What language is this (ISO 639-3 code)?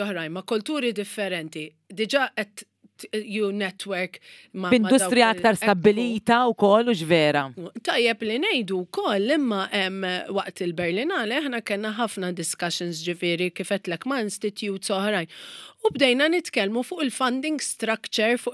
mlt